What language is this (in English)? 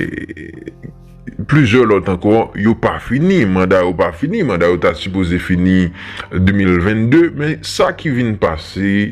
Haitian Creole